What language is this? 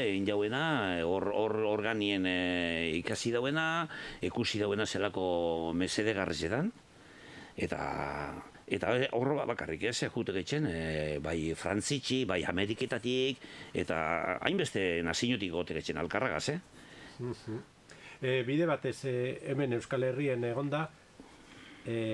Basque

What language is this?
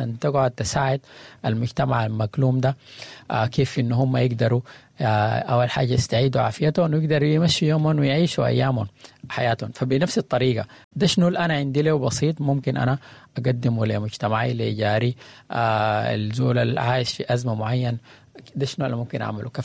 Sudanese Arabic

